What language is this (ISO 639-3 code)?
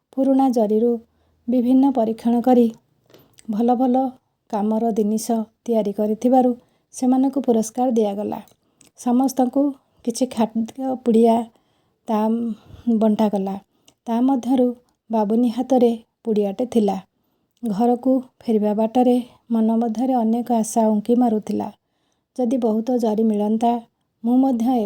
ori